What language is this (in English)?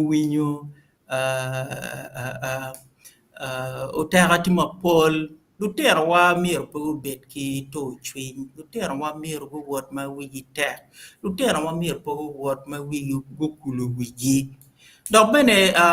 Acoli